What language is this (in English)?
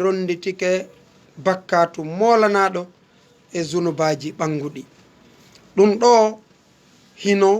Fula